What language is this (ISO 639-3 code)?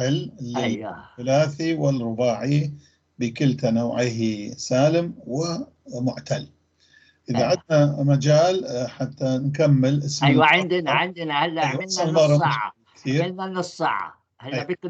apc